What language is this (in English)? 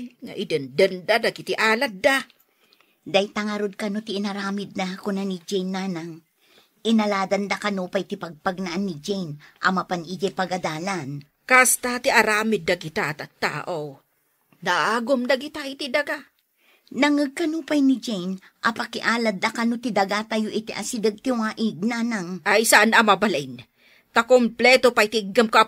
Iloko